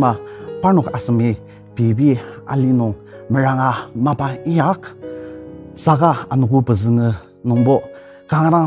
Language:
Ao Naga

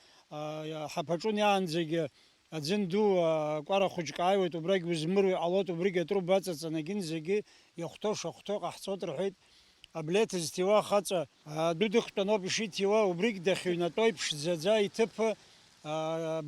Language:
Abkhazian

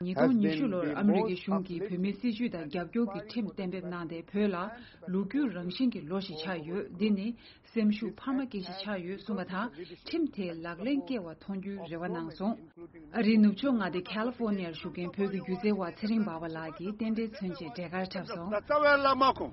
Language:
Tibetan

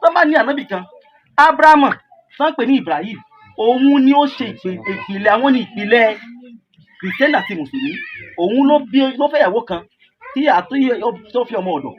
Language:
Yoruba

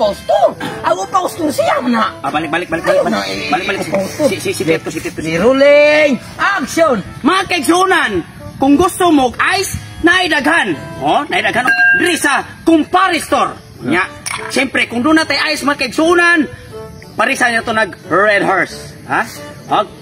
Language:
Cebuano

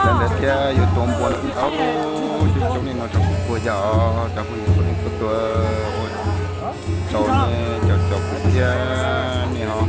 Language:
Hmong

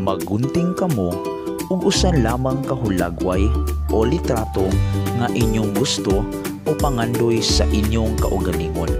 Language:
Cebuano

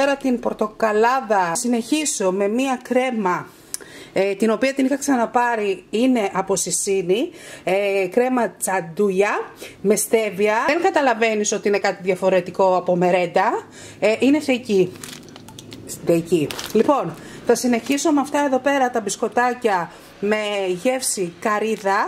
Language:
Greek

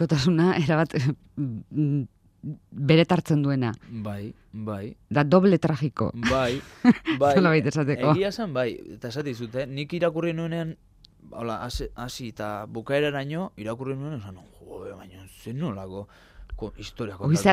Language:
Basque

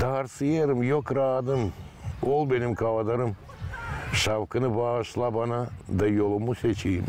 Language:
Gagauz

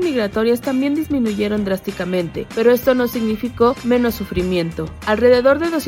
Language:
Spanish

